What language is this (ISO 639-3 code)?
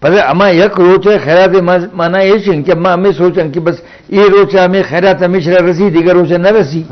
bgp